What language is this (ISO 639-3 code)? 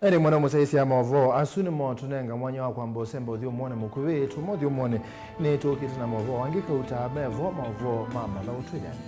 kam